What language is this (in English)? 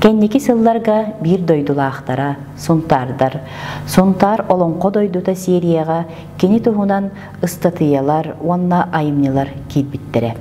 Yakut